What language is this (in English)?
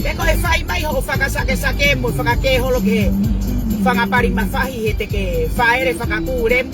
Tongan